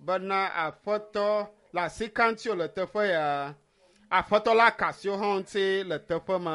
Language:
Ewe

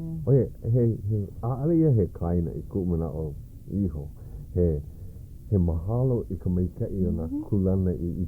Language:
Hawaiian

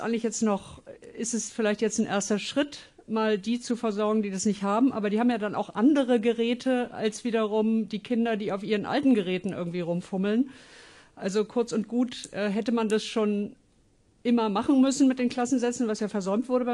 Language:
German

